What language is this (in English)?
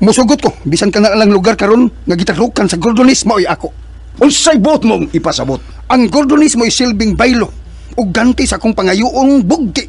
Cebuano